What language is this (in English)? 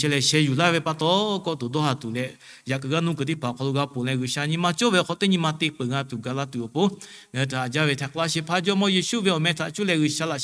Lahu